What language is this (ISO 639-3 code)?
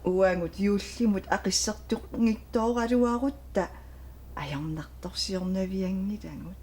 kal